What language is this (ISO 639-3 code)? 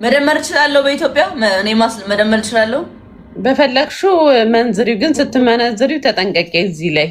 amh